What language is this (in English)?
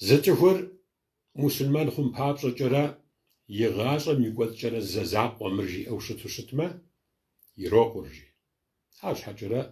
Kabardian